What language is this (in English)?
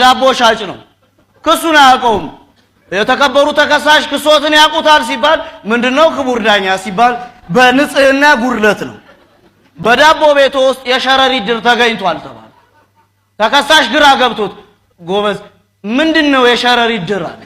Amharic